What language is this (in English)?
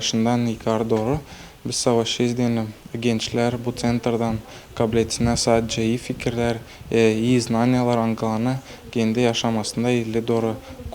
Gagauz